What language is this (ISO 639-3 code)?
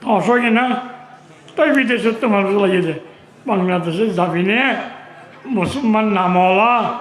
rhg